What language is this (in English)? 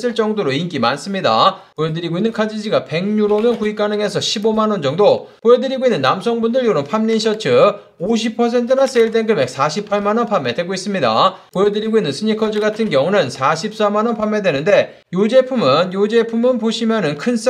Korean